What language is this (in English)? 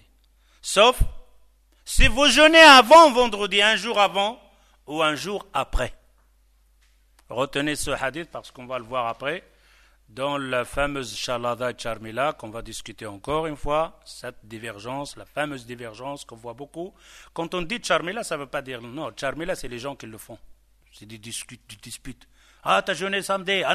French